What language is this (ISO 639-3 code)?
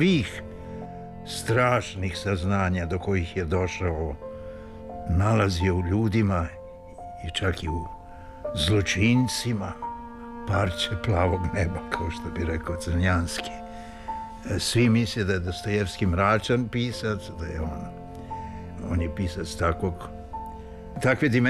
srp